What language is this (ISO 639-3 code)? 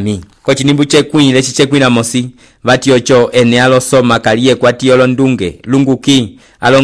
umb